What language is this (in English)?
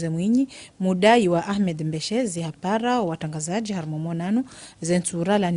Ngazidja Comorian